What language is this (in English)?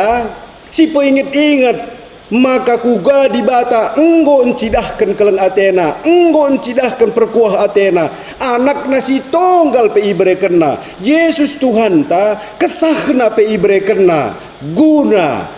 Batak Karo